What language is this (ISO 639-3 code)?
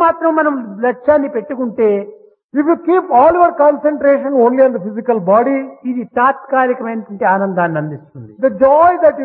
tel